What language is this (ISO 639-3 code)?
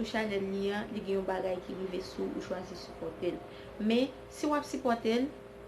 hat